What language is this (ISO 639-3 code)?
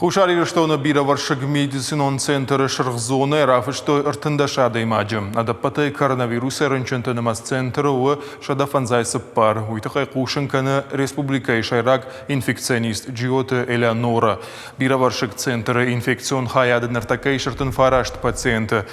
oss